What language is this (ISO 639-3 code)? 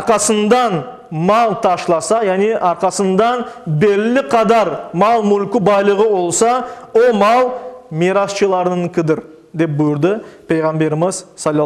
crh